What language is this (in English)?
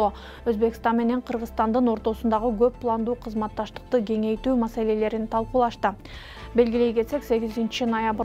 Kyrgyz